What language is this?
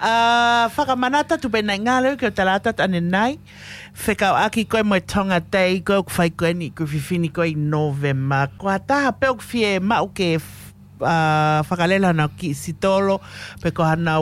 Tongan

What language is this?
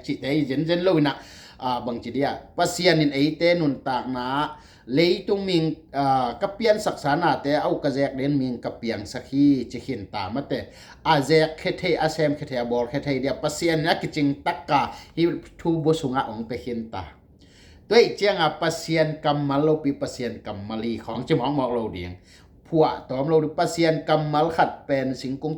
Tedim Chin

